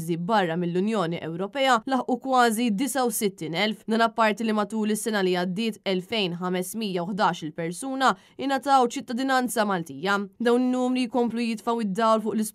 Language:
Maltese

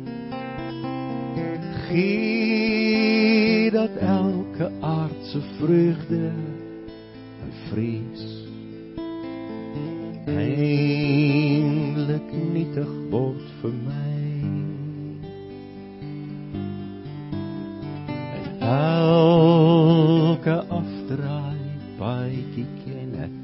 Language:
Afrikaans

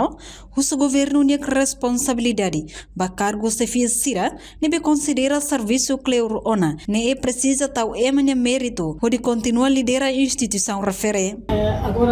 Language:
Tetum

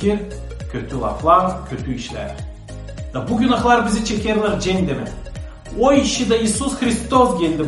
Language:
Gagauz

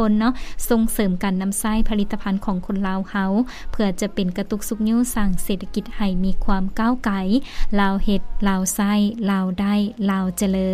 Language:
Lao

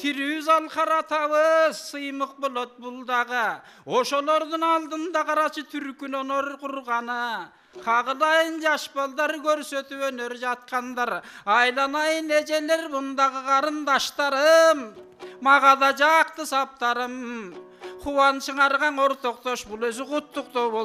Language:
Kyrgyz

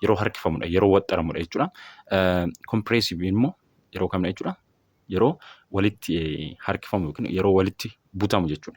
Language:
Oromo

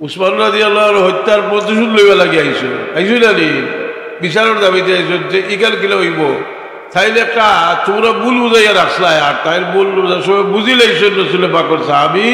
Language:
Sylheti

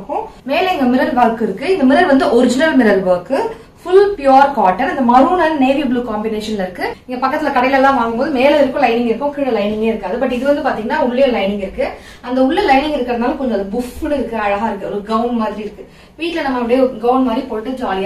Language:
Tamil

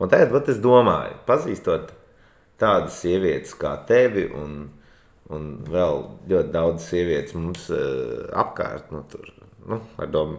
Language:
Latvian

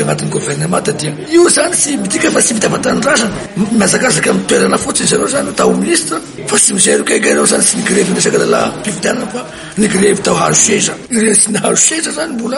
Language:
Malagasy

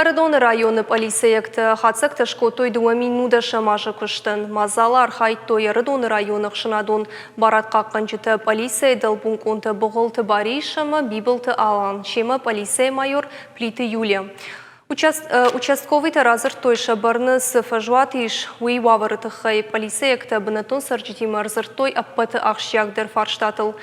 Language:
Ossetic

